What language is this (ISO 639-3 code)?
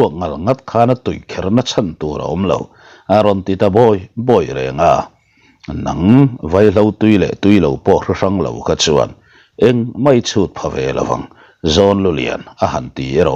lus